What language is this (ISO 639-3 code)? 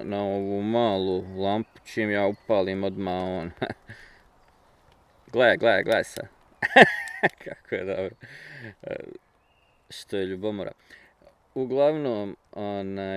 bos